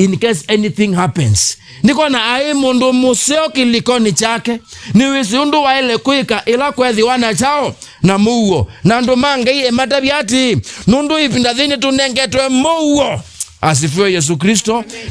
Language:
Kamba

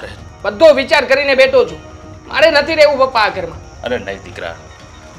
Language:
Gujarati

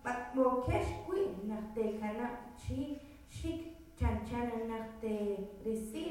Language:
Kekchí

